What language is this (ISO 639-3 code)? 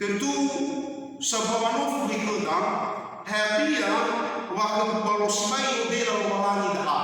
nia